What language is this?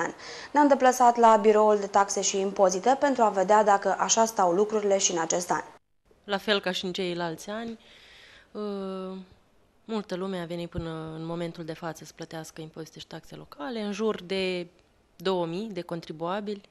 Romanian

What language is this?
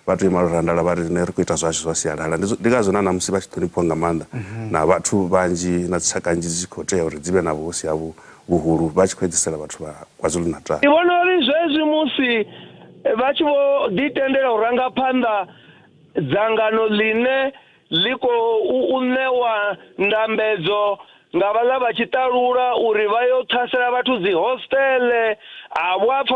Venda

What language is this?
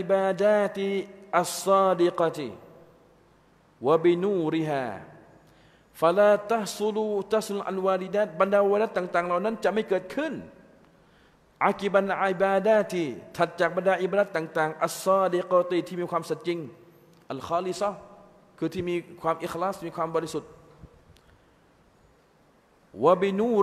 Thai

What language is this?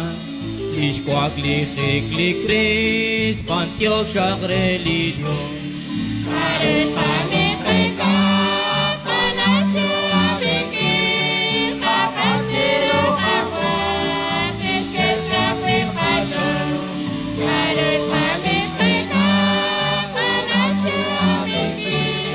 Kekchí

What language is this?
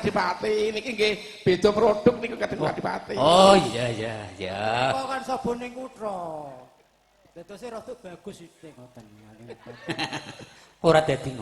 Javanese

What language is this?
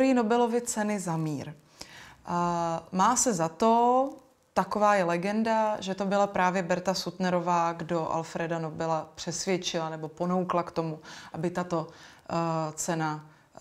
Czech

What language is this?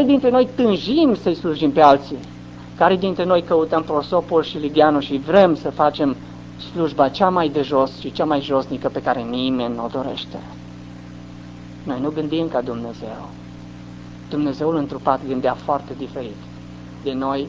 Romanian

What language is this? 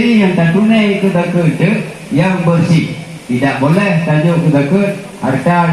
Achinese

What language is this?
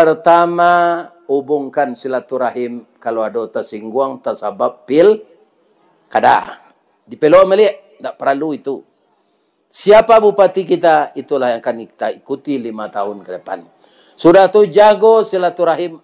Minangkabau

